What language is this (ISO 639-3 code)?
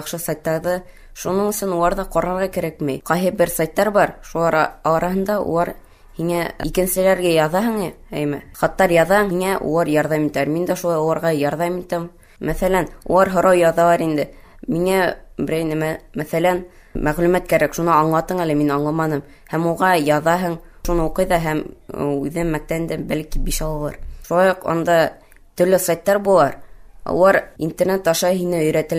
bak